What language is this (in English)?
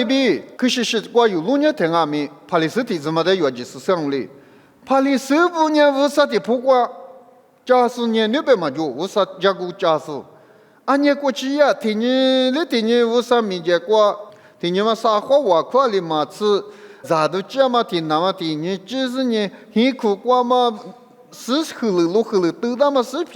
Lisu